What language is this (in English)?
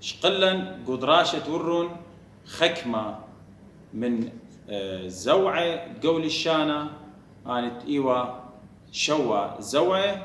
Assyrian Neo-Aramaic